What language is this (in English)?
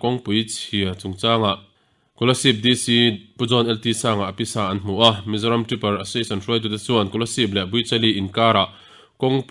Mizo